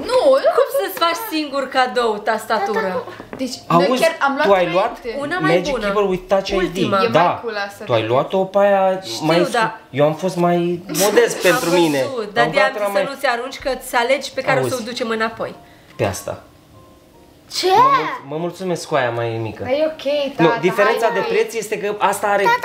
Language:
Romanian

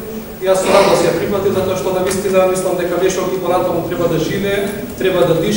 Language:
Macedonian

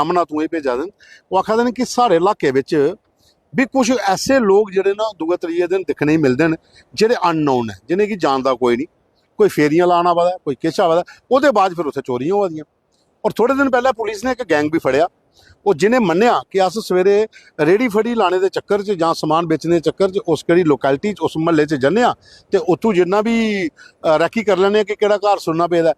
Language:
Dogri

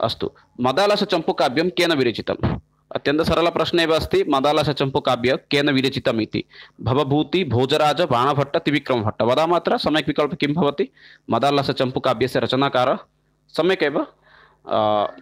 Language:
Sanskrit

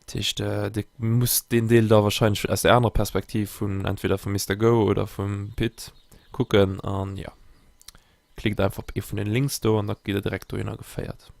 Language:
Luxembourgish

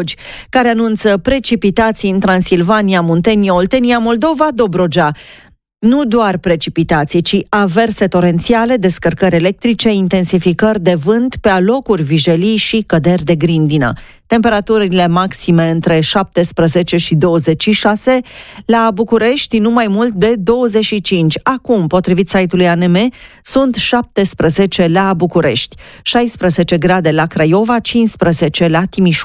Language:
Romanian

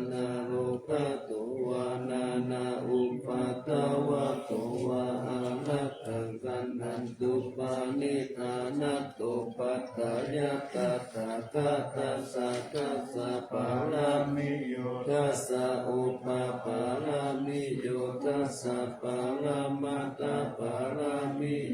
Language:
Pali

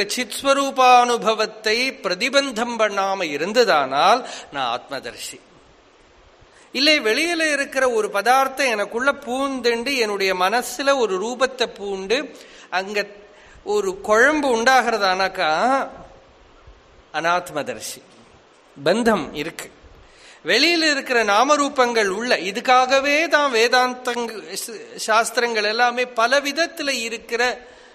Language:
Tamil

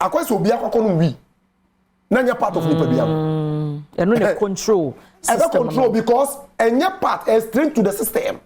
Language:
Akan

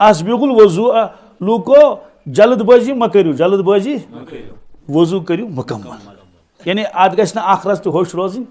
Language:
Kashmiri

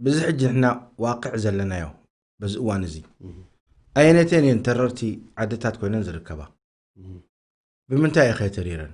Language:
Tigrinya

